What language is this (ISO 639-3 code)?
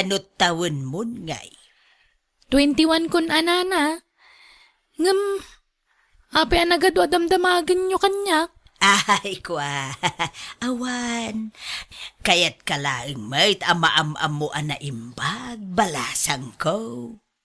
ilo